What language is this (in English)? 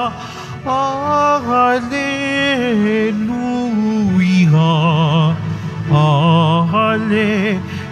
Filipino